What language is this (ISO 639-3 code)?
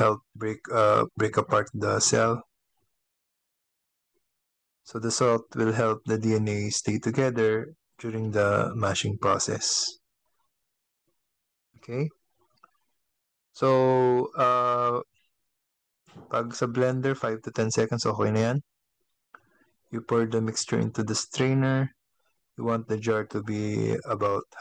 fil